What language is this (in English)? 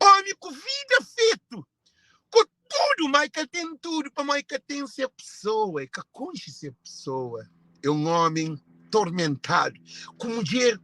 Kabuverdianu